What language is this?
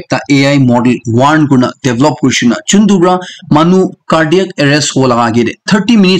Naga Pidgin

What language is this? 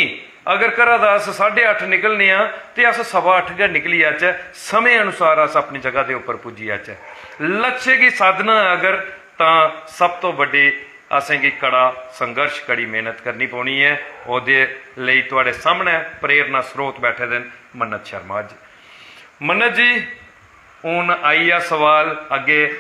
Dogri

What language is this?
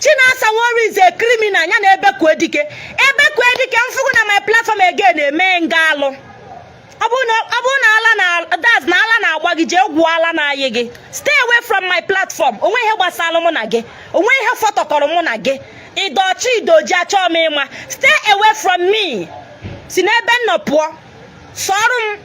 Igbo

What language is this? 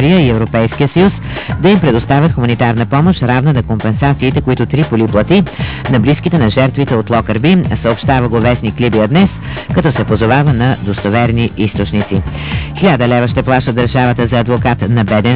Bulgarian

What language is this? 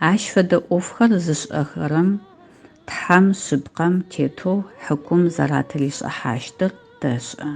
Adyghe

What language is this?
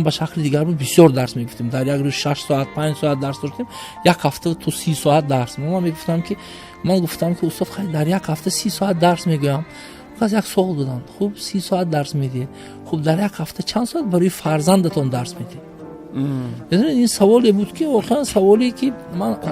Tajik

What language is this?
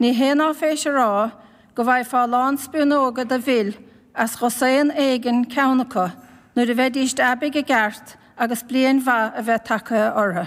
Irish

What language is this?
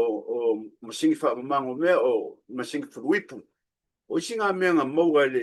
Samoan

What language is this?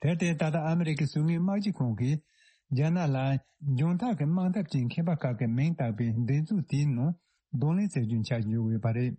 Tibetan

